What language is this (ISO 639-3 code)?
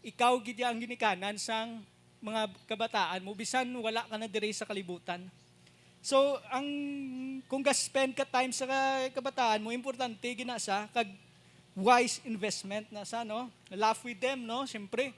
hil